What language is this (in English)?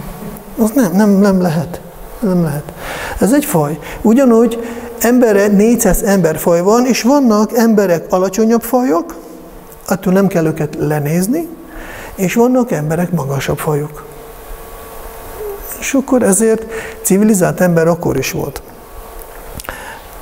Hungarian